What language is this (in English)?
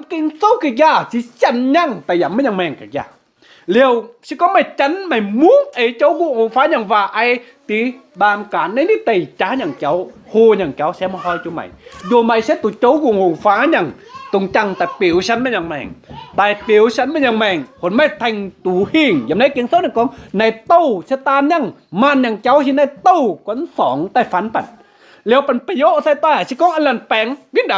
Kim Mun